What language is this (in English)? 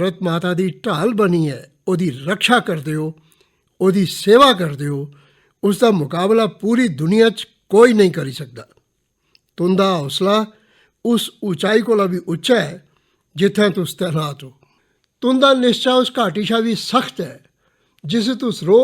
Dogri